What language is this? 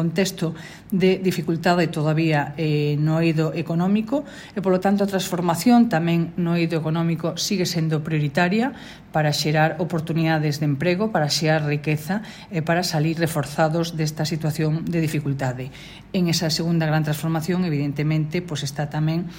Galician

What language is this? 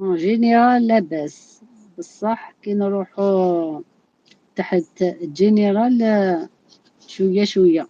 Algerian Arabic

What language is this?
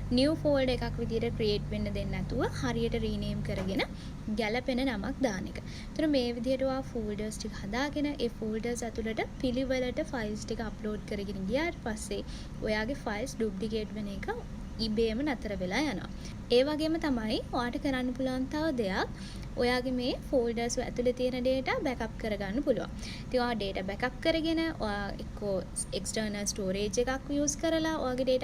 Sinhala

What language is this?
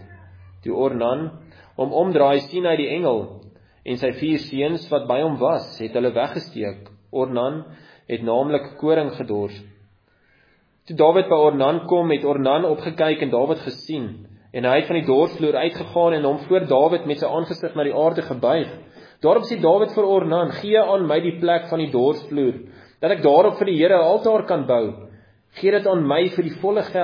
Afrikaans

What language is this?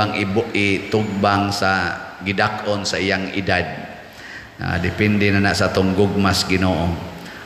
Cebuano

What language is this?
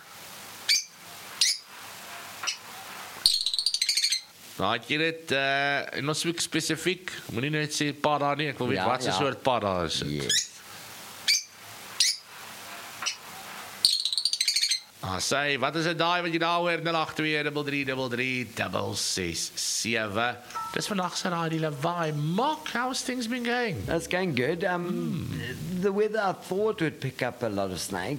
Afrikaans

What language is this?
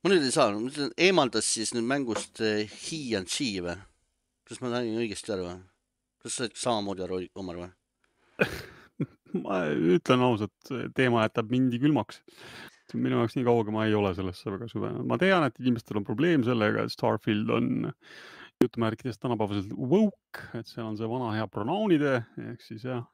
Estonian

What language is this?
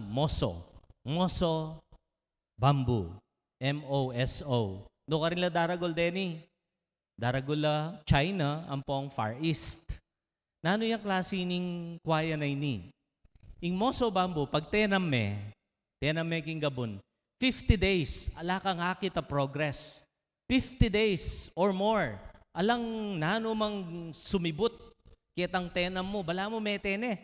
Pampanga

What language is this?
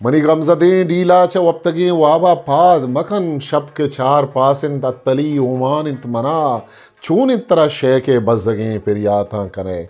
Eastern Balochi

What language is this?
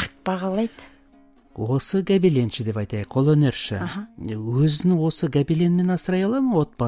Kazakh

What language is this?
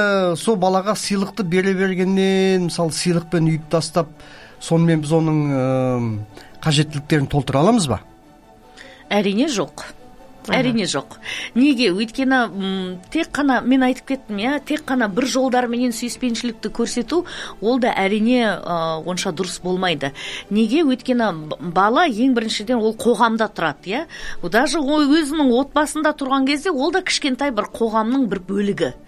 Kazakh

